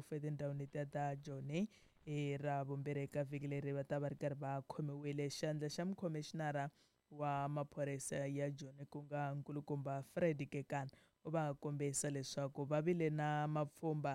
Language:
Tsonga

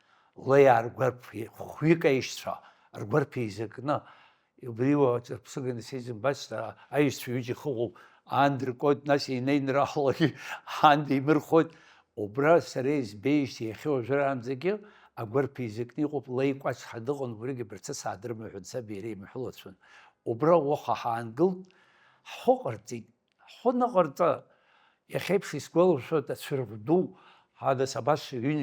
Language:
Abkhazian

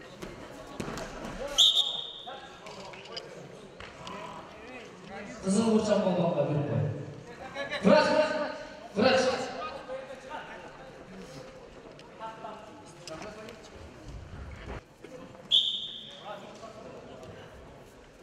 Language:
Kazakh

